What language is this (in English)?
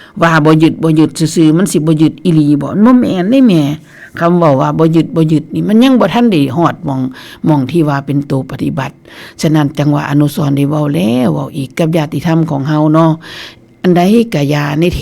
Northeastern Thai